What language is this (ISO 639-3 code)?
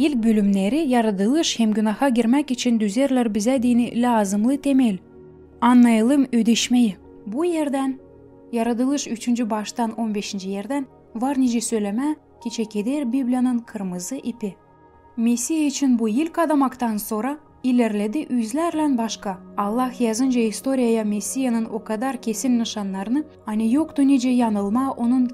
gag